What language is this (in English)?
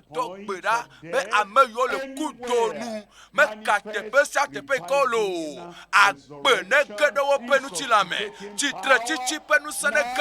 Ewe